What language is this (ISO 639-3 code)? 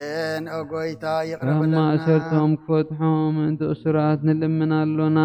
tir